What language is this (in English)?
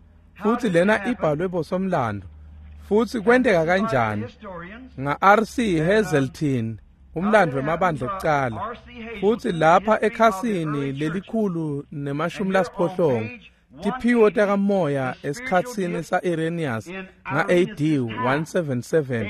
Swati